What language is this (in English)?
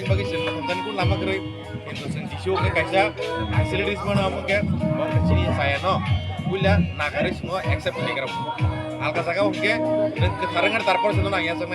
Kok Borok